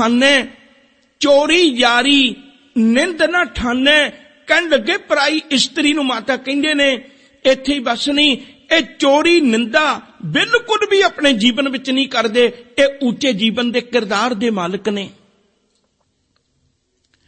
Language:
Punjabi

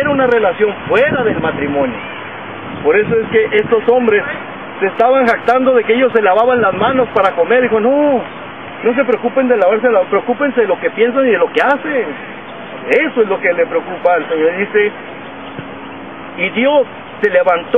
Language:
Spanish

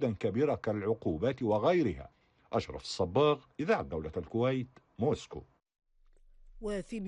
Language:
Arabic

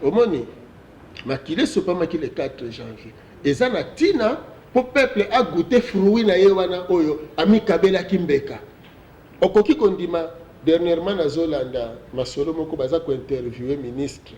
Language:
Lingala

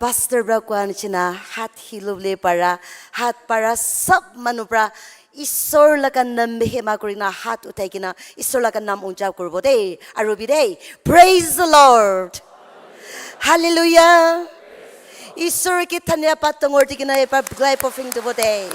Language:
Naga Pidgin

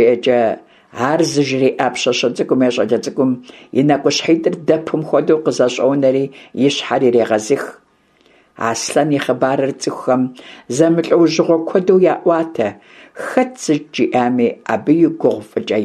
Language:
Kabardian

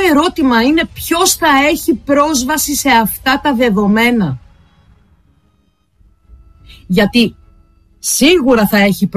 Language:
Greek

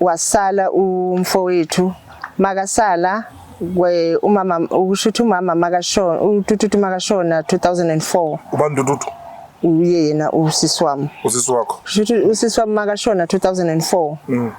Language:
Zulu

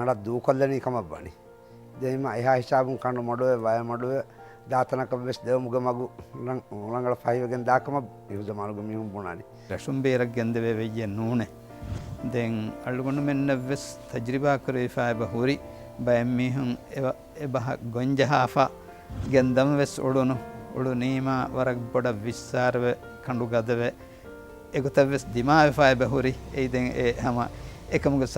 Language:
Divehi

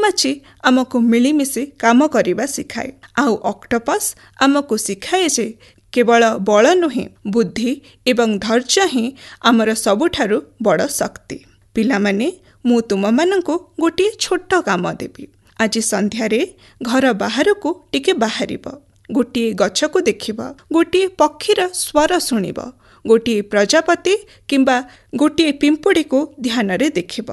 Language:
Odia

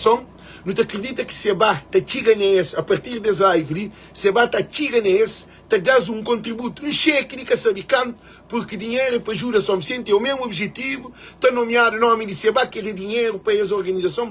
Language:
Kabuverdianu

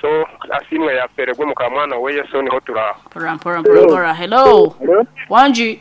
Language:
Nyankole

